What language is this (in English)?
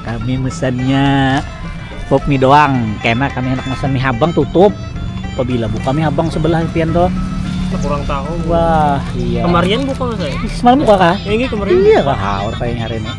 Banjar